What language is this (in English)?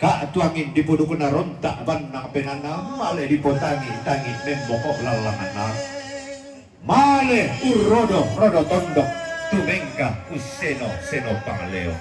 Toraja-Sa'dan